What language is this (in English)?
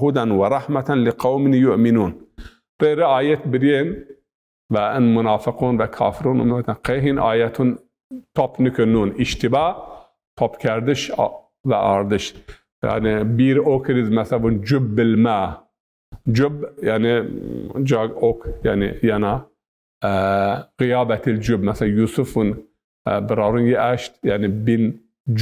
Zaza